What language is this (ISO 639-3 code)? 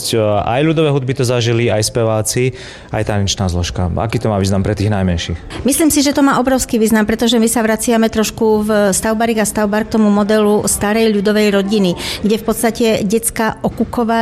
slk